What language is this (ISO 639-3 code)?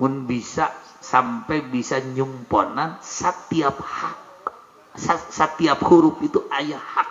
sun